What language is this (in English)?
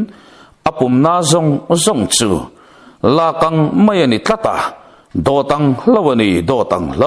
Mizo